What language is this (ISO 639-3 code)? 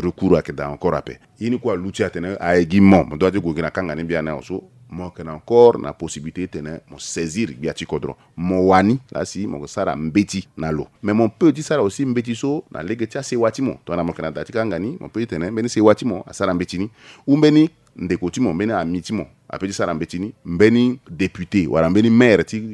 sag